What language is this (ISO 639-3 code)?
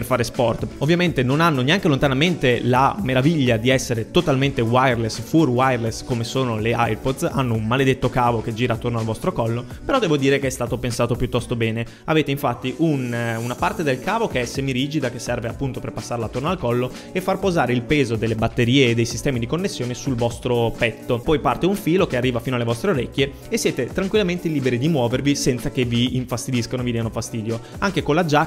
ita